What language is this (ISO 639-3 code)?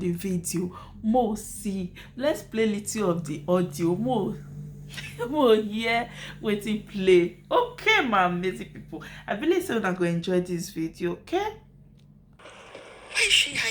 pcm